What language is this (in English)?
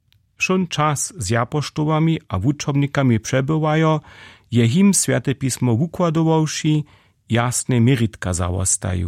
Upper Sorbian